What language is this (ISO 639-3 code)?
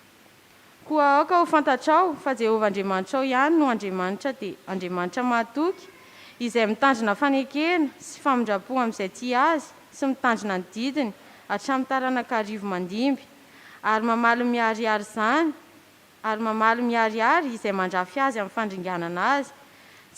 mlg